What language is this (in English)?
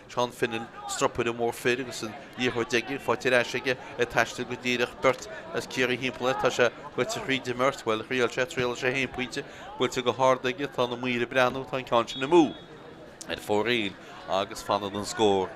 Irish